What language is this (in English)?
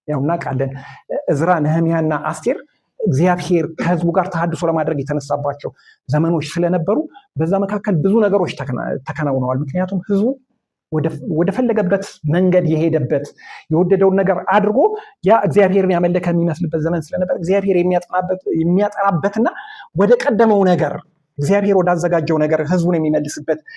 Amharic